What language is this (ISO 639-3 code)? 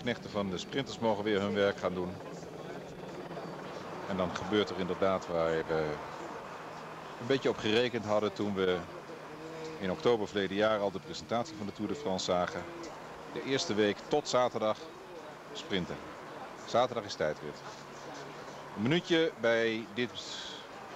nld